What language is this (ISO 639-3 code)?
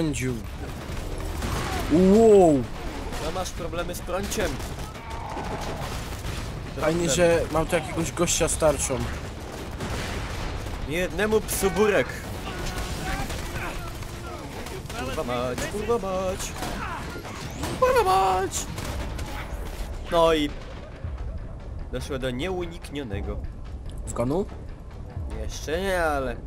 pol